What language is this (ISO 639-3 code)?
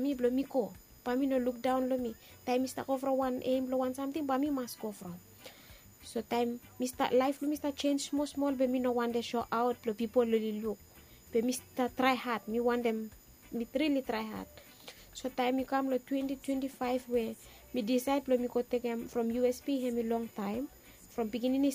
bis